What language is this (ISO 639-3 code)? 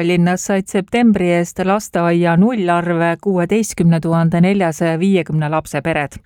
est